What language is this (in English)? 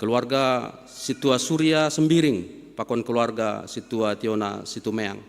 Batak Simalungun